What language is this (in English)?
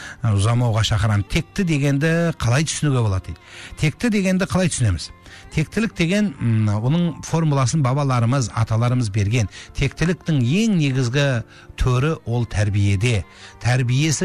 Kazakh